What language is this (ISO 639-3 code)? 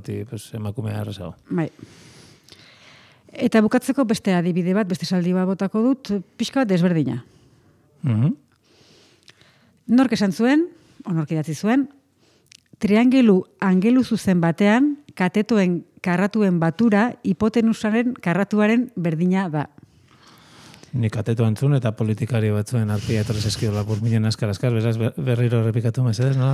eus